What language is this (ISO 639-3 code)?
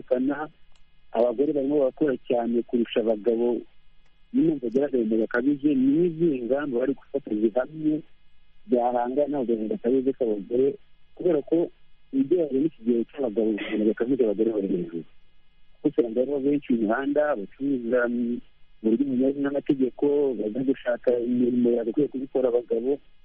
kin